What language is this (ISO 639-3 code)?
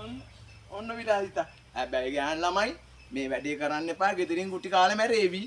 sin